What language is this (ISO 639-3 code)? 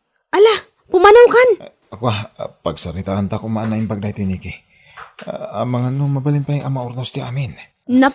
ilo